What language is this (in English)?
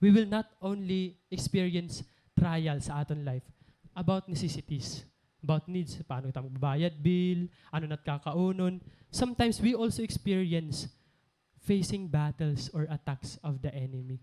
Waray